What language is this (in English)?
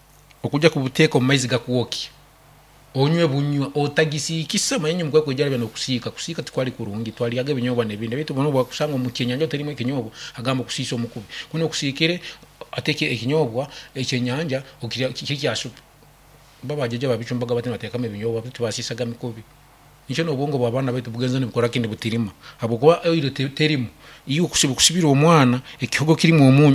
Nyankole